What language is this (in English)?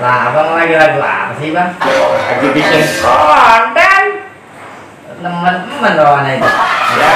Betawi